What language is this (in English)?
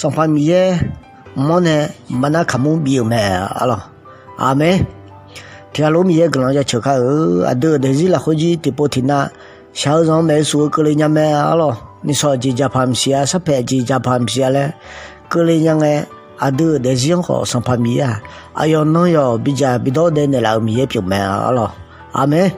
Akha